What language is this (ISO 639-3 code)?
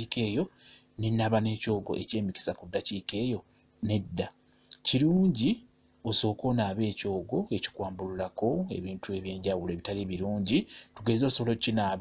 lug